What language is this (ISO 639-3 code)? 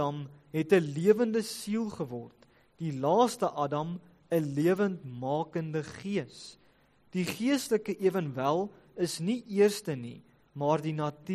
afr